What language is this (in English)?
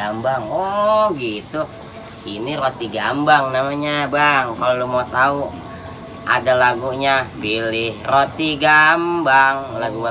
Betawi